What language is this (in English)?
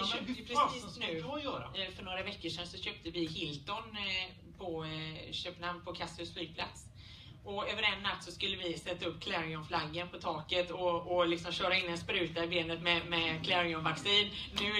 Swedish